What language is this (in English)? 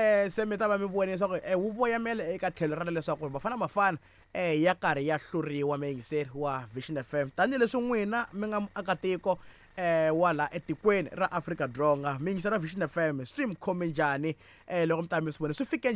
Tsonga